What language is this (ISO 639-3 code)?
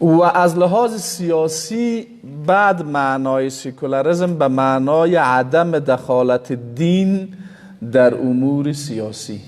fas